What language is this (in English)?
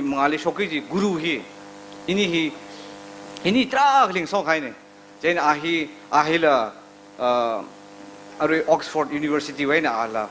Tangkhul Naga (India)